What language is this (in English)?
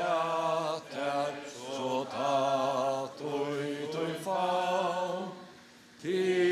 Faroese